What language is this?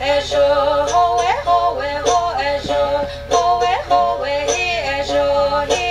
Chokri Naga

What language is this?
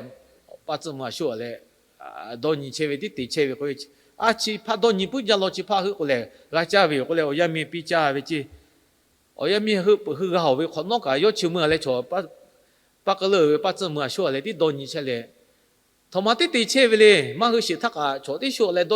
Lahu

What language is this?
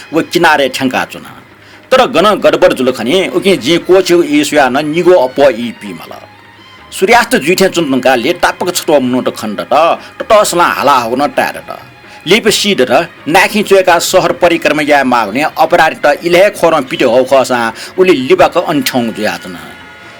Newari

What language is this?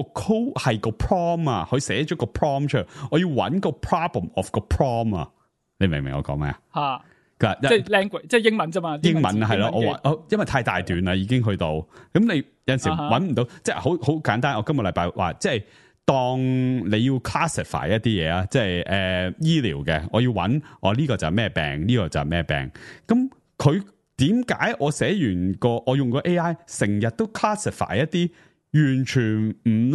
Cantonese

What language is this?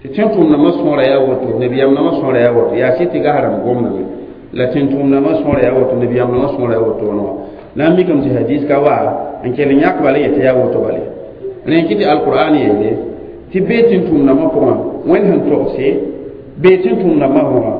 Mossi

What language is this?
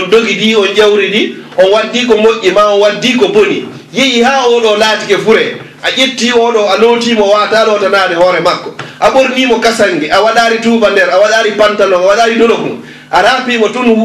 Fula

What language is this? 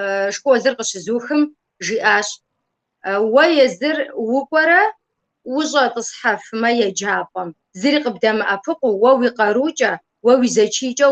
Kabardian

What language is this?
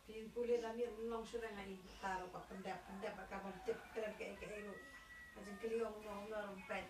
Khasi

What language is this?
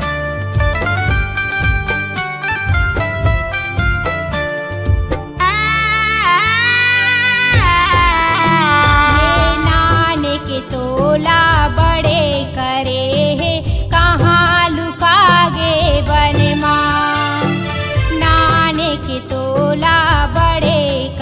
Chhattisgarhi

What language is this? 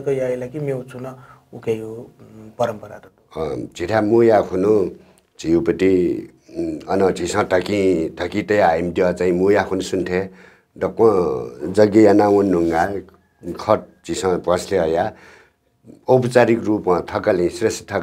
Newari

